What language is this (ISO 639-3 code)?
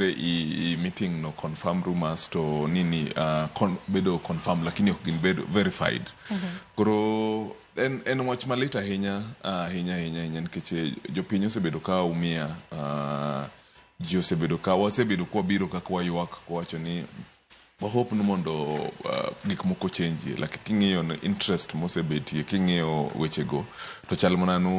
luo